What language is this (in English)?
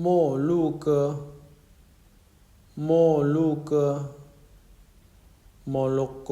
Lao